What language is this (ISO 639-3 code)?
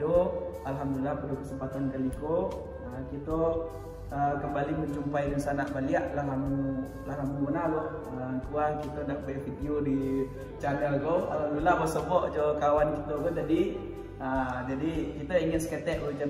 min